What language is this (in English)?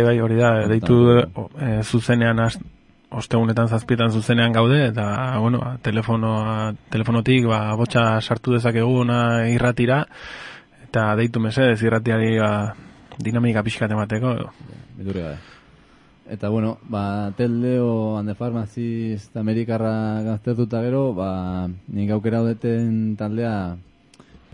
Basque